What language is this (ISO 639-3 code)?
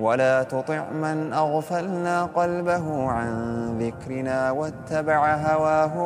ara